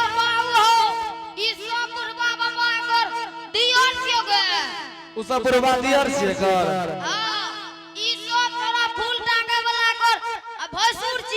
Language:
Angika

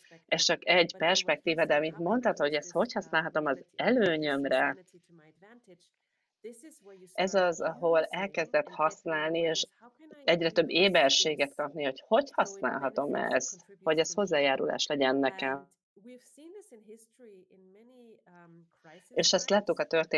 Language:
Hungarian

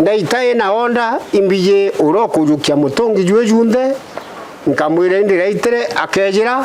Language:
Meru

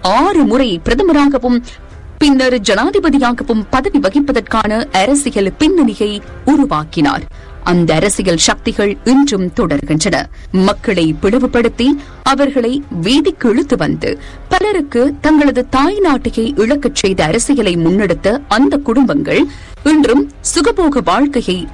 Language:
Tamil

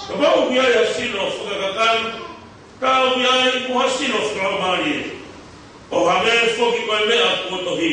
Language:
Tongan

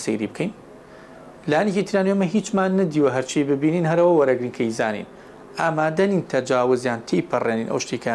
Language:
Central Kurdish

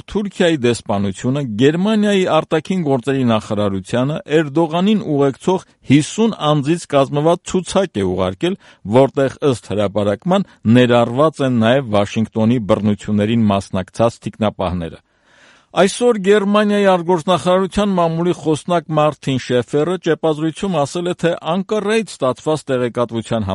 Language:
Armenian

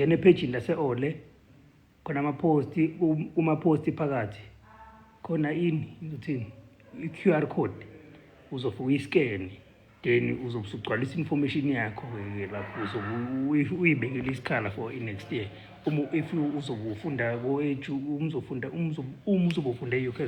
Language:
Zulu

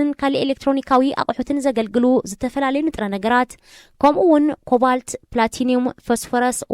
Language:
Tigrinya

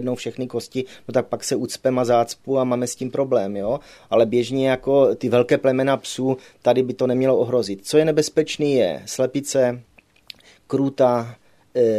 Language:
Czech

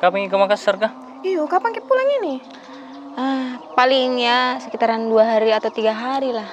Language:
Makassar Malay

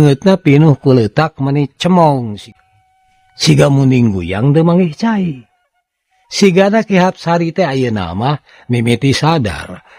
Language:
Sundanese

